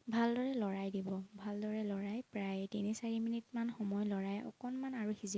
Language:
Assamese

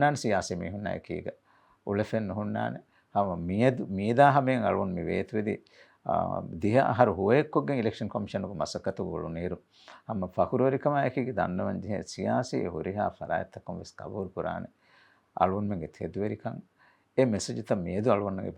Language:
Divehi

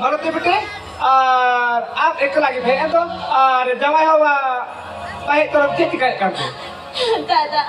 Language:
Santali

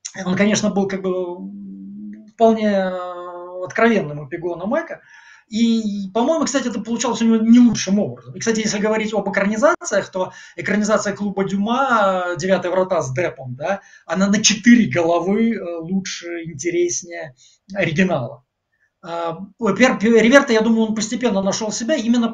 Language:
Russian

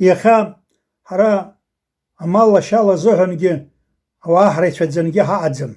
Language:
Abkhazian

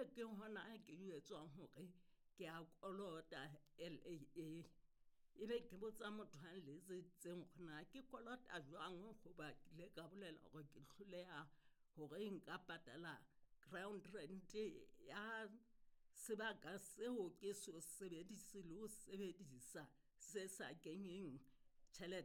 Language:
Southern Sotho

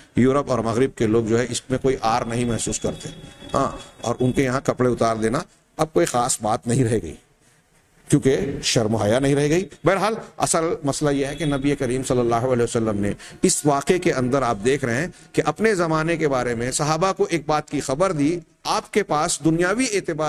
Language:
Urdu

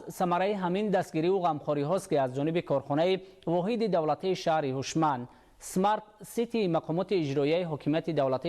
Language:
Tajik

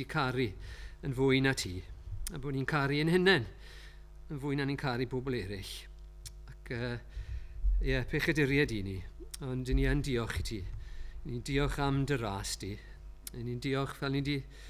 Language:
Welsh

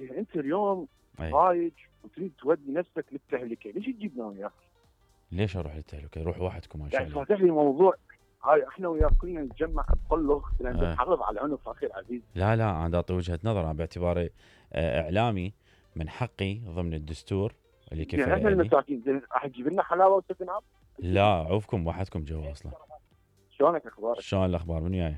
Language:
Mesopotamian Arabic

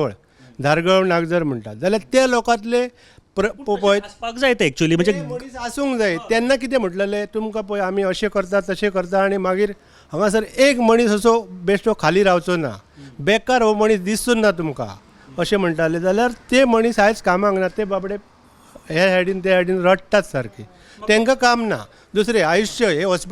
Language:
Konkani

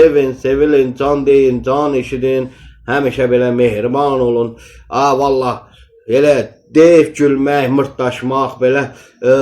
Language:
Azerbaijani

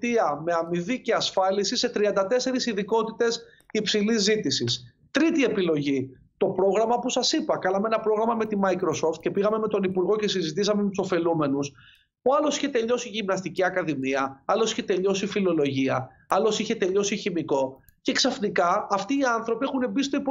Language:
Greek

